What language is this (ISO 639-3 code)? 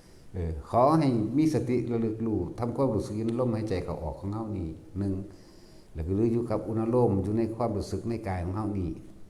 tts